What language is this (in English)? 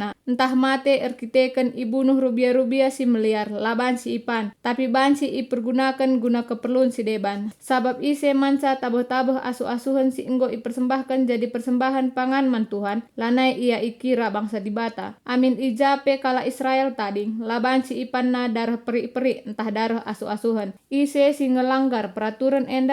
Batak Karo